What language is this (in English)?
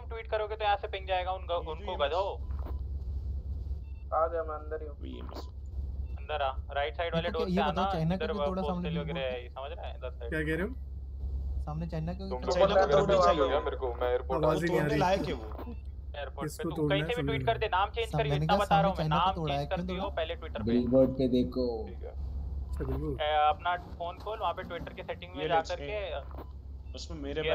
Hindi